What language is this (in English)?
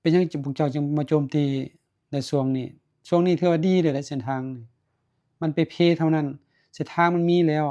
Lao